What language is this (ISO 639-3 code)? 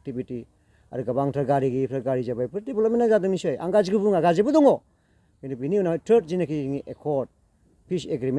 brx